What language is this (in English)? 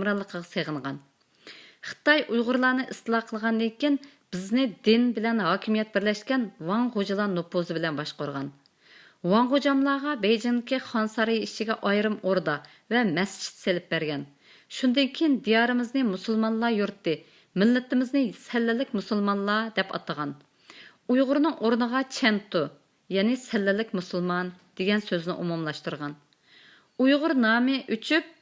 Uyghur